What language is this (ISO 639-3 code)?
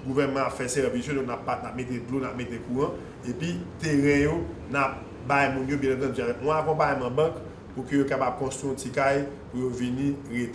hat